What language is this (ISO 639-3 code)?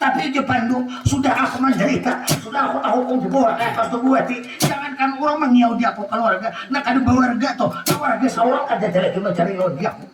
bjn